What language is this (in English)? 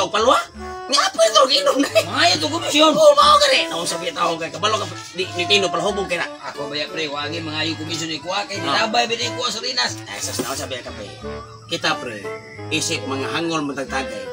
Cebuano